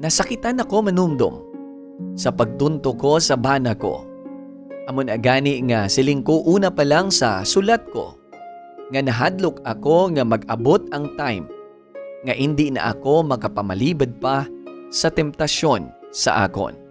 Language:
Hiligaynon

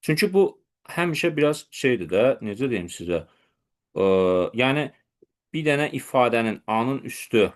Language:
Azerbaijani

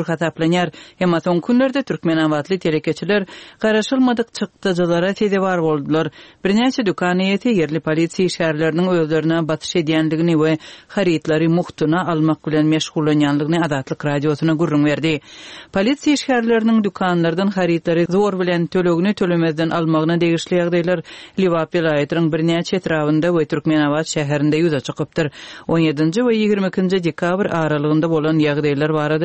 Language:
Turkmen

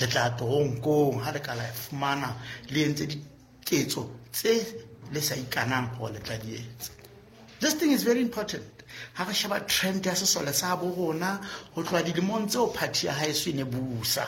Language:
Southern Sotho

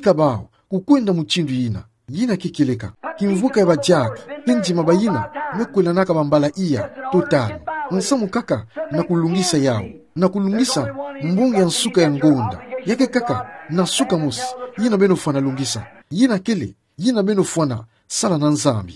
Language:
Kituba (Democratic Republic of Congo)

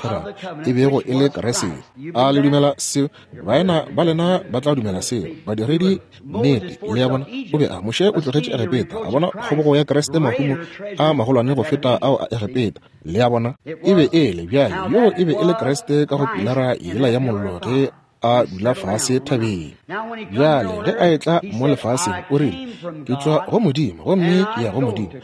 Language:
Northern Sotho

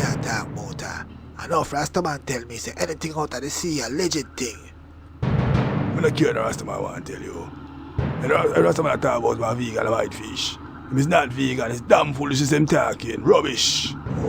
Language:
Jamaican Creole English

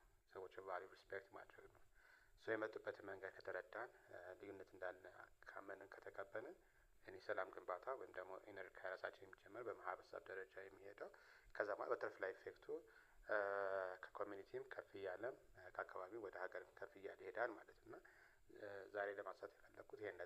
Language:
Amharic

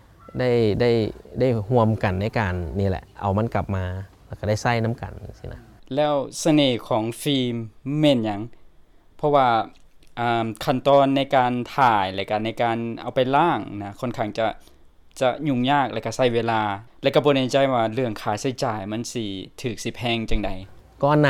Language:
Lao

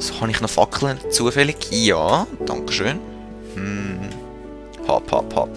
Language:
Swiss German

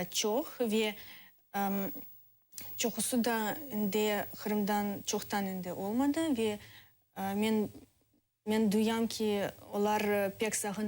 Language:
Crimean Tatar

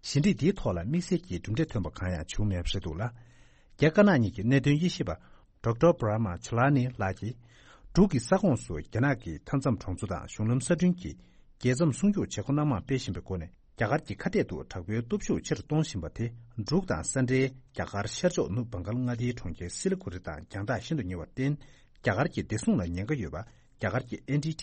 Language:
Tibetan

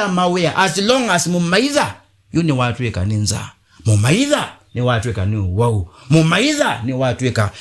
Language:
Kamba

